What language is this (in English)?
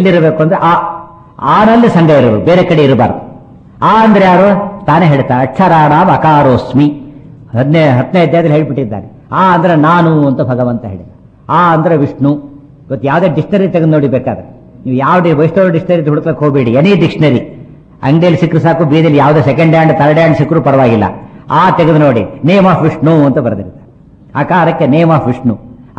Kannada